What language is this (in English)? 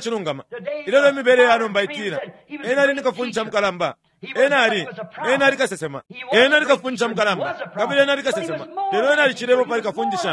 Bemba